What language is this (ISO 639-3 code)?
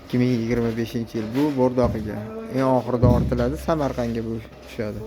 uzb